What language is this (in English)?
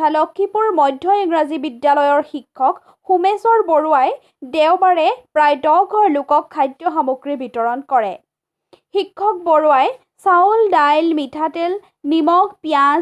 Assamese